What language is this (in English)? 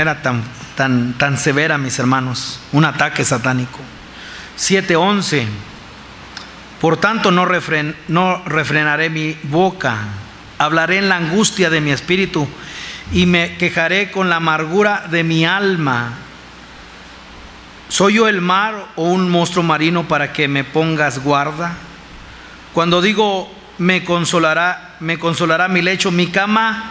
Spanish